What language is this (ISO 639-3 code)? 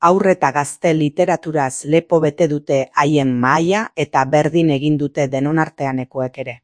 eus